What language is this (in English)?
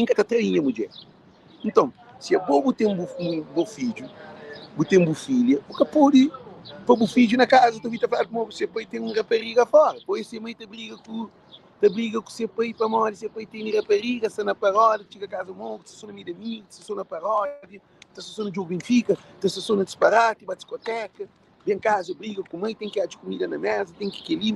Kabuverdianu